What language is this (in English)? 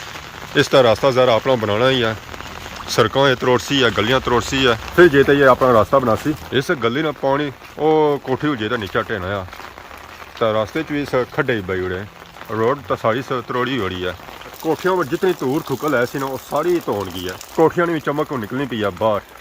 Pahari-Potwari